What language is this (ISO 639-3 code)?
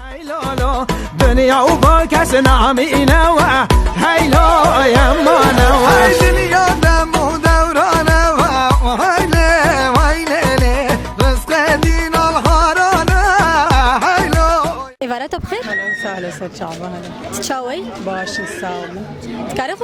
kur